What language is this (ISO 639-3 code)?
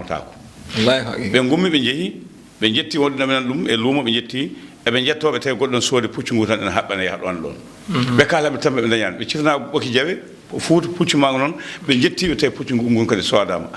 ful